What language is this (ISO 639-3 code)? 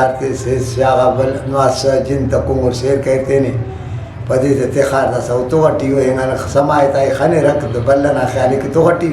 brh